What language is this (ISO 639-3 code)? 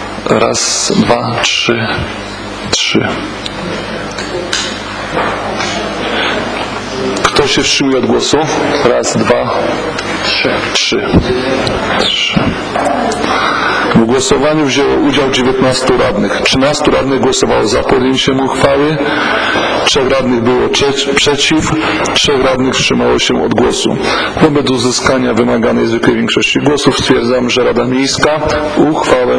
pol